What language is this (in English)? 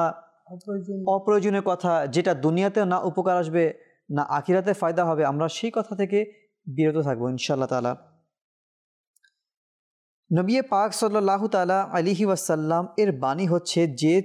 Bangla